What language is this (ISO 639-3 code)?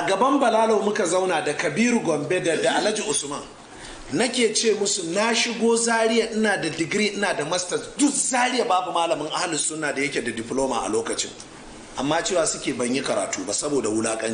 hau